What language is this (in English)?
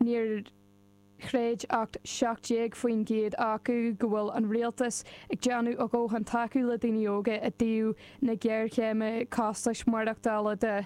Irish